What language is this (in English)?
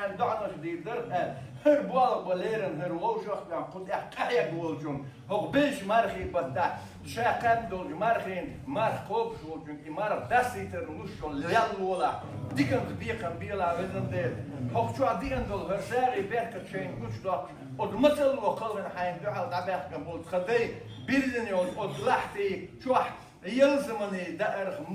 Chechen